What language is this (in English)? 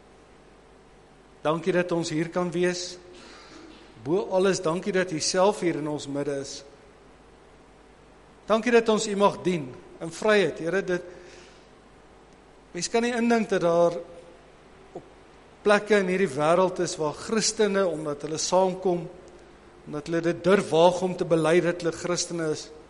Afrikaans